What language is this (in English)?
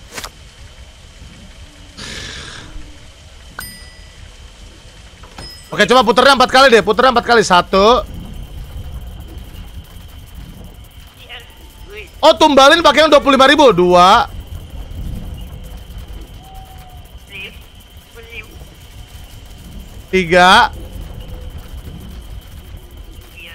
Indonesian